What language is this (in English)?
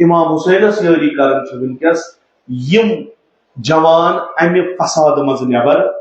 Kashmiri